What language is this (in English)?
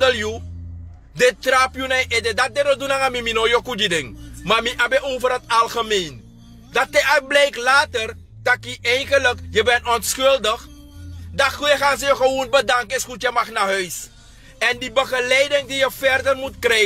Sranan Tongo